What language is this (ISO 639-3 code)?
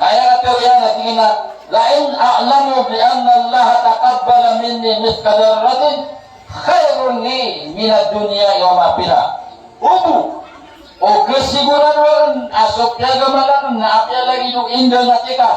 mrw